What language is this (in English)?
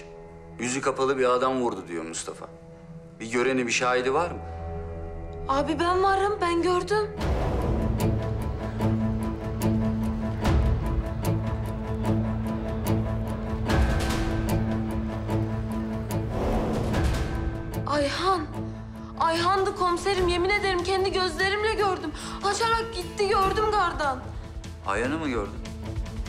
Turkish